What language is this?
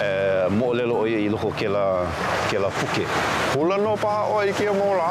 Hawaiian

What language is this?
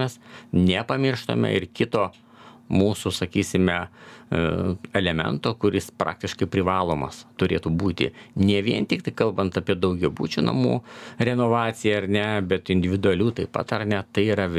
Lithuanian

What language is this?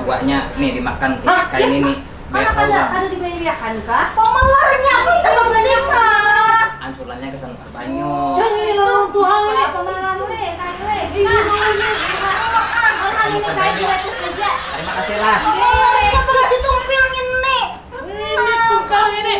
Banjar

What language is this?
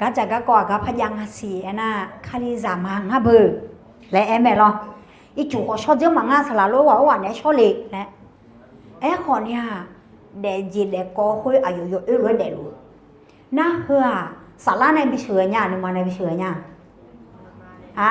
Akha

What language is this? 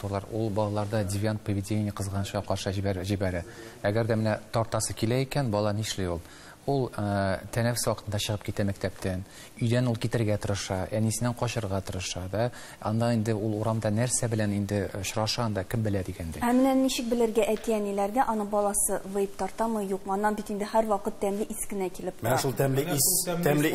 Tatar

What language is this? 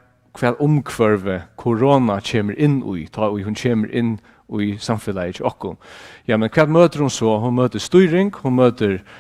Faroese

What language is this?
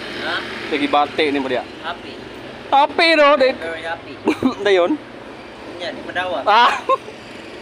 Cebuano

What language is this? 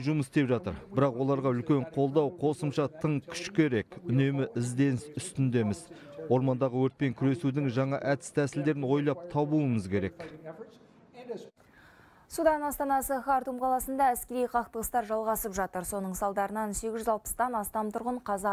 Kazakh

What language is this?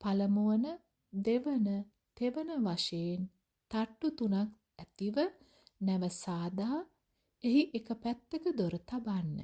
Sinhala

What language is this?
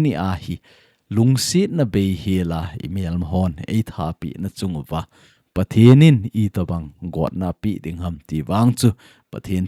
Thado Chin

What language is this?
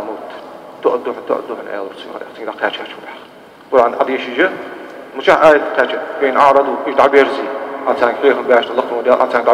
Ingush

